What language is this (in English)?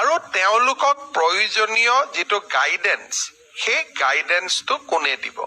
Assamese